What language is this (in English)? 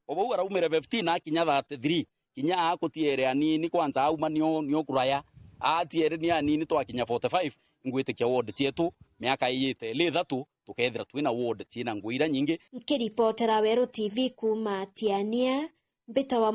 Meru